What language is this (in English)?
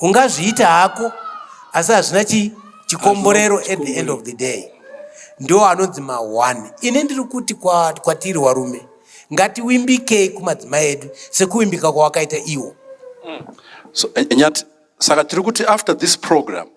Shona